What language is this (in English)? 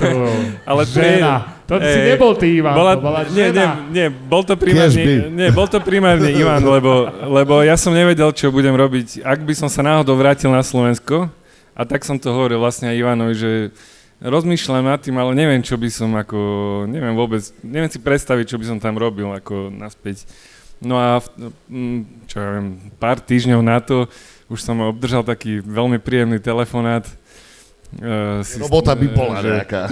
Slovak